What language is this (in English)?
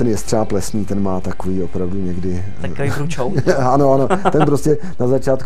Czech